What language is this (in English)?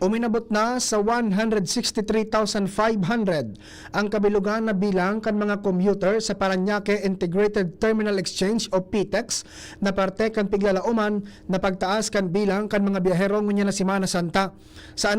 Bikol